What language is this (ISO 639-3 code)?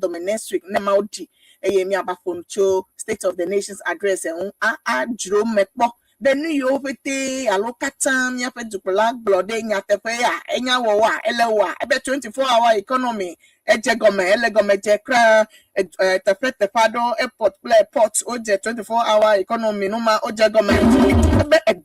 ewe